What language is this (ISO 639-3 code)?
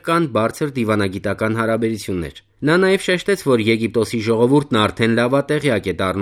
hye